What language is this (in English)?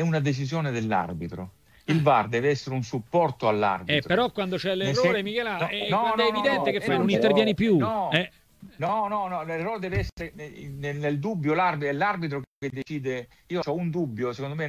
Italian